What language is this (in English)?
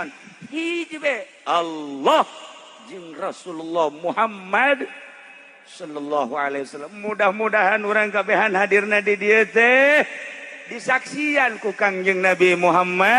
Sundanese